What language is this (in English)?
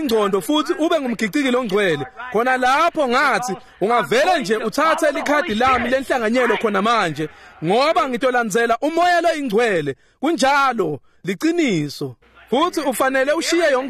Swati